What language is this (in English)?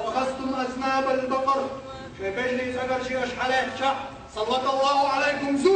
Chechen